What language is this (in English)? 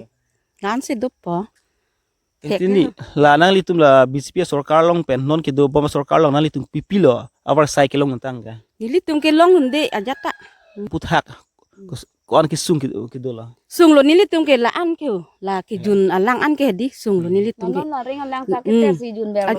Karbi